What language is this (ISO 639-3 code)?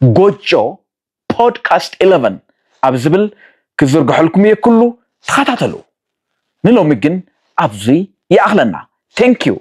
tir